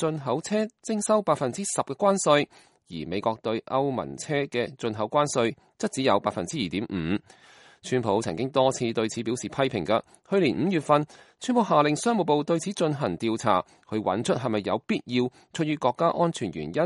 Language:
Cantonese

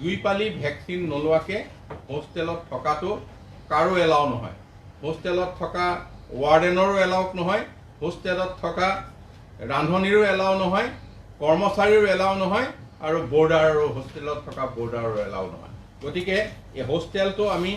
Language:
Assamese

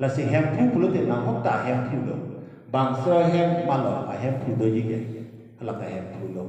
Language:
Karbi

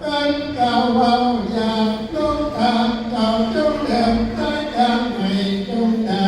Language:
Northeastern Thai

